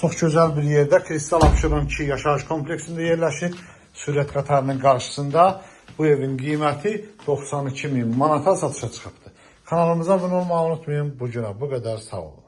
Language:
Azerbaijani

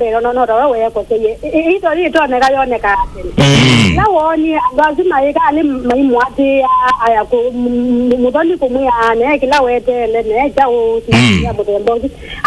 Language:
Kamba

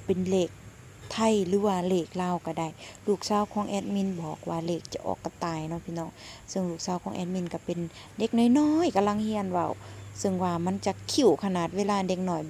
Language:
Northeastern Thai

